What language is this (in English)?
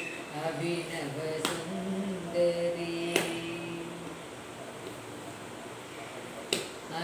Tamil